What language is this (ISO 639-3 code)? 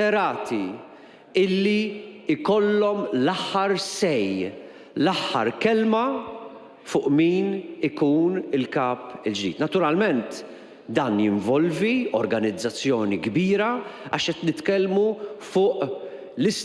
mlt